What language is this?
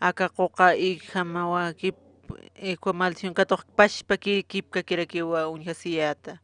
Aymara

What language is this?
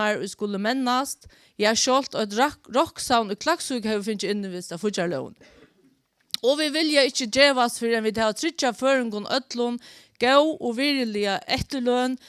Faroese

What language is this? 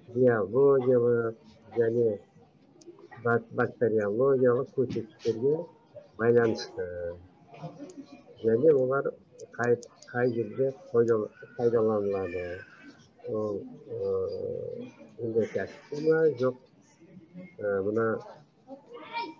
Kazakh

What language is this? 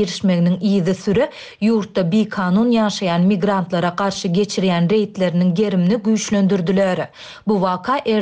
Turkmen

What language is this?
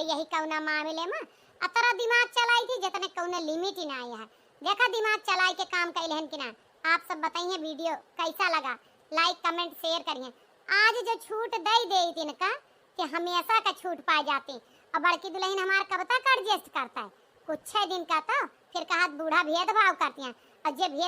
Awadhi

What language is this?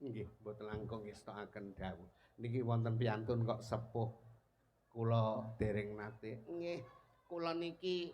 Javanese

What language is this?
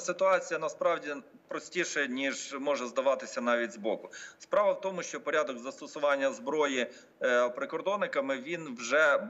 Ukrainian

